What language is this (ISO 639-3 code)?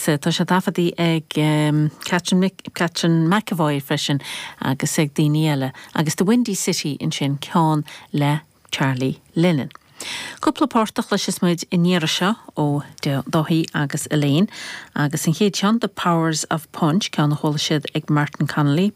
gle